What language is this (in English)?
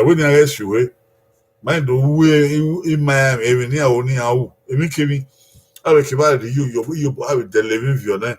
Bini